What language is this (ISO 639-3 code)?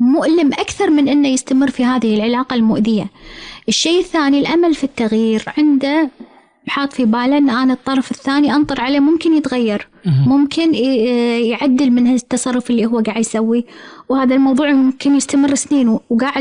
afb